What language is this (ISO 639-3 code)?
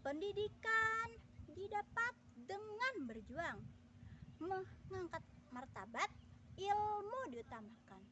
bjn